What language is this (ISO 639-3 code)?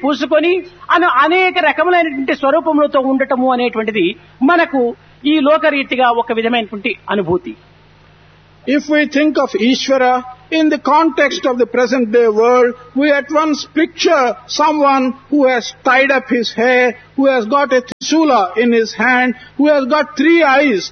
tel